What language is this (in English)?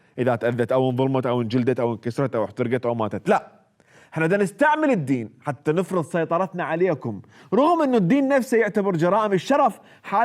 Mesopotamian Arabic